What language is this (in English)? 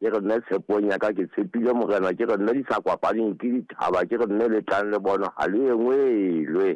Southern Sotho